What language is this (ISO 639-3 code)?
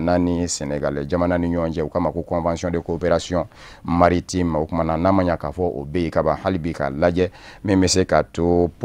bam